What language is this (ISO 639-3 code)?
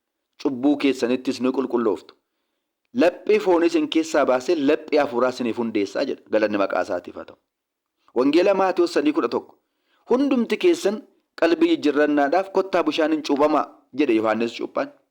orm